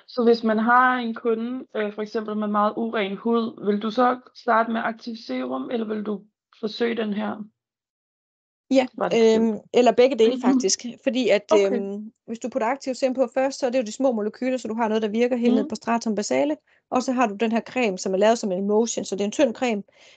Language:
Danish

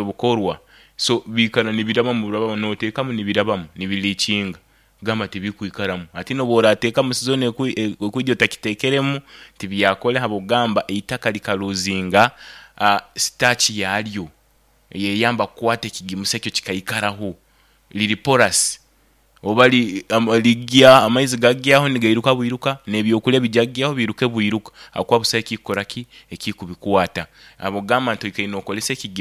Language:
Nyoro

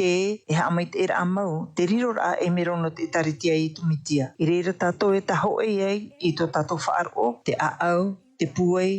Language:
Tahitian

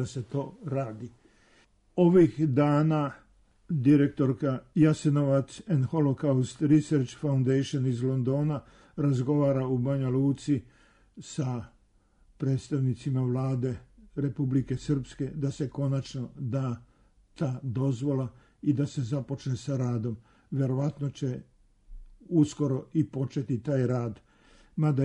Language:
Serbian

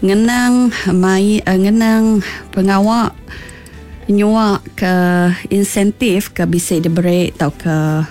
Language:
Iban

